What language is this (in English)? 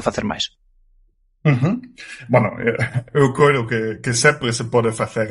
Galician